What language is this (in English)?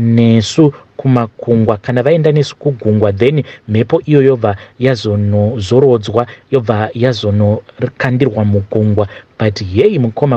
Shona